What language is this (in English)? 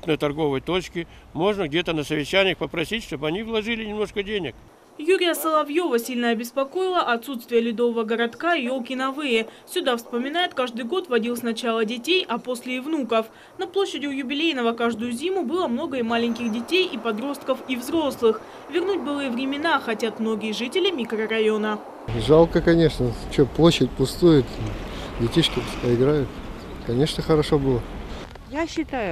Russian